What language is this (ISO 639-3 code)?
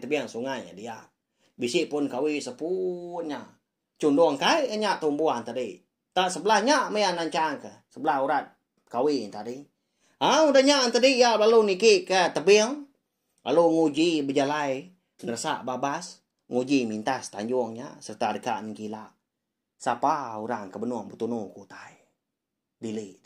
iba